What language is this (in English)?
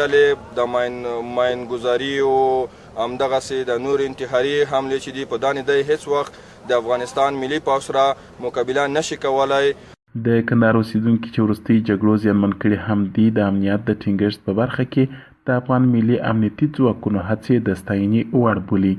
Pashto